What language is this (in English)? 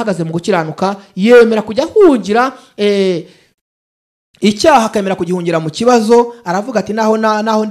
Kinyarwanda